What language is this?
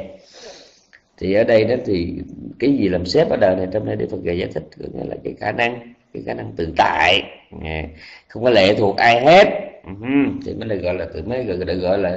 Vietnamese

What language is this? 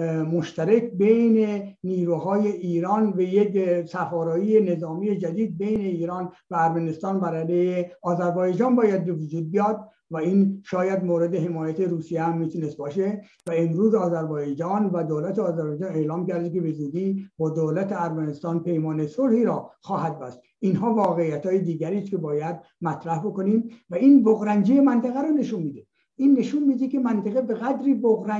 Persian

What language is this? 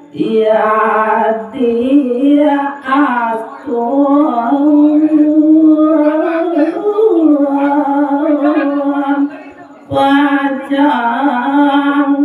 Balinese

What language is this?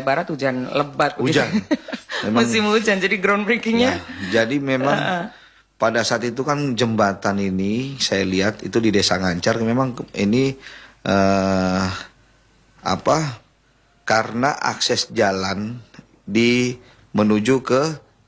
Indonesian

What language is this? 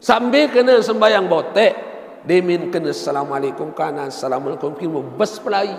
Sasak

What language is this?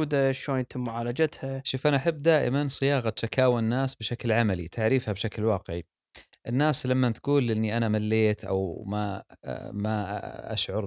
Gulf Arabic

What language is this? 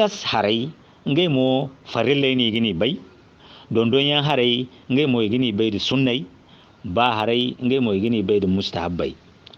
Zarma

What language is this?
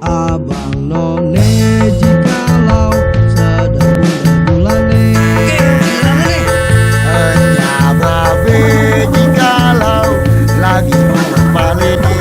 Betawi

